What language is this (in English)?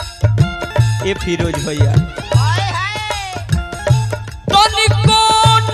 Bhojpuri